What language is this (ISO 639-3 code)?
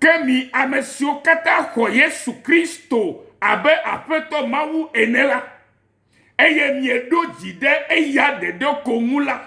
ewe